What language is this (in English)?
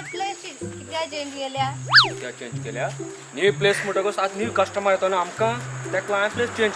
Konkani